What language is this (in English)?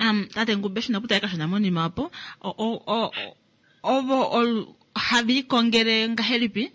Kuanyama